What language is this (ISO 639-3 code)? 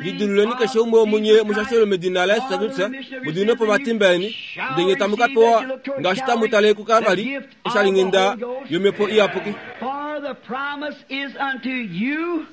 kua